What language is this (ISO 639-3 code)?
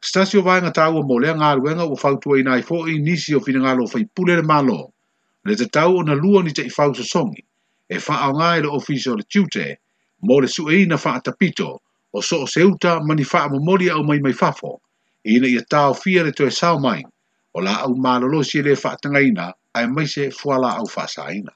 smo